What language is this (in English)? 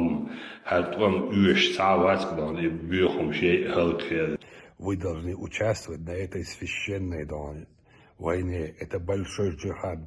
Chechen